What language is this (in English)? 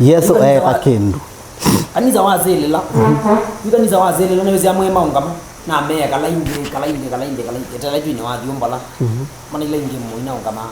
Kamba